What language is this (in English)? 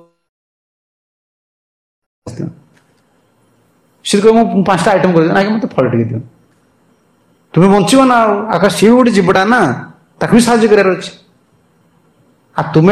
Odia